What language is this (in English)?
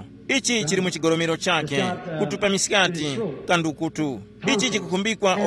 Tumbuka